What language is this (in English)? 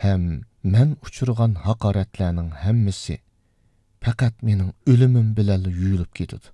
Uyghur